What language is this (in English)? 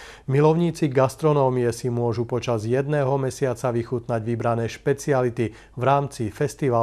Slovak